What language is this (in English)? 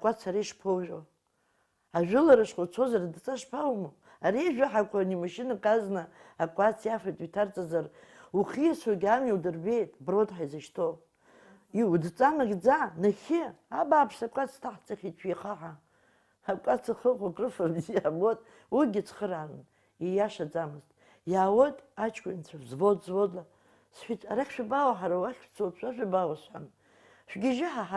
Abkhazian